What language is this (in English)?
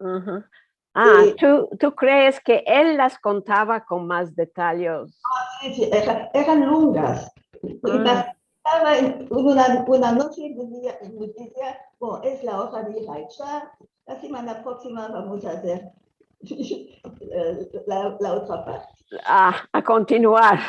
Ladino